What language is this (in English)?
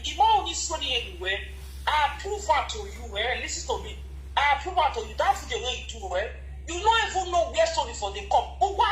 Nigerian Pidgin